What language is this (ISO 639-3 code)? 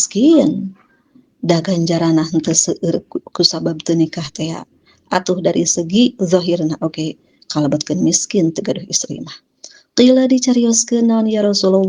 sun